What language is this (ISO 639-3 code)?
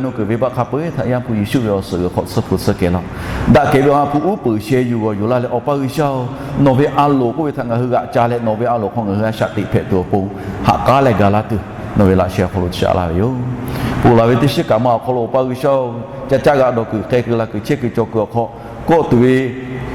lhu